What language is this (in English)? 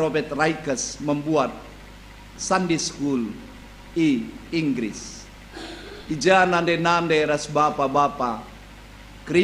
Batak Karo